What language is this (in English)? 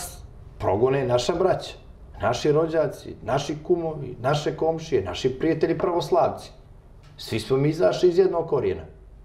Serbian